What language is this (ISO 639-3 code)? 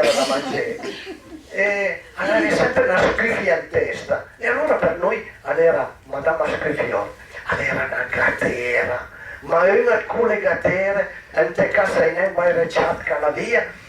pms